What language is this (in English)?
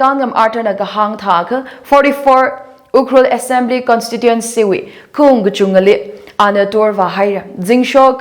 Tangkhul Naga (India)